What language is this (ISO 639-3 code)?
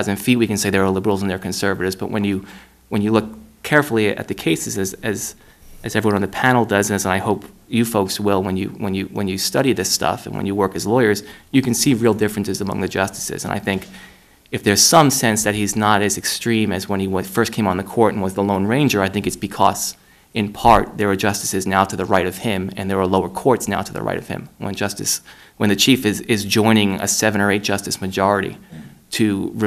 eng